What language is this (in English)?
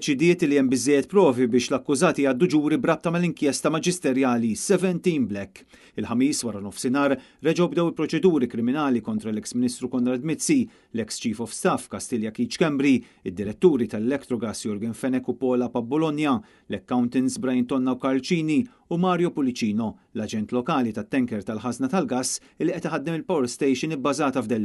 Maltese